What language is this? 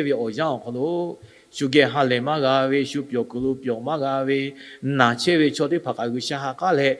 Lahu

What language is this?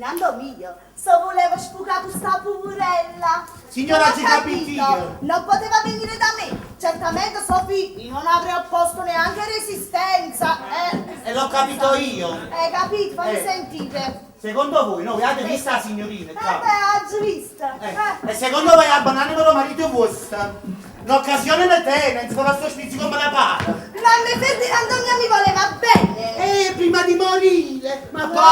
Neapolitan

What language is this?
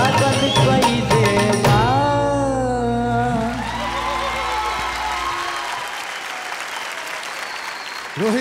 Bhojpuri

